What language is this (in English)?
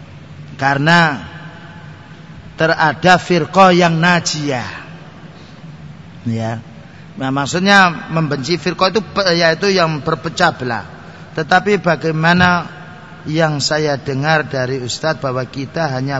Indonesian